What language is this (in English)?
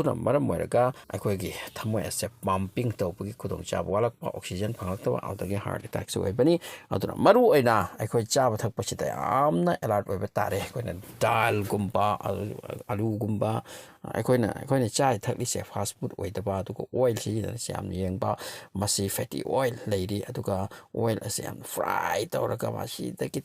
Manipuri